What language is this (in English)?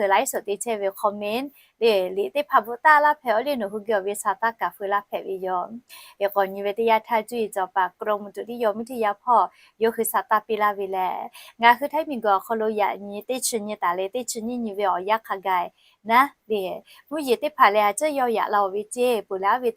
Lahu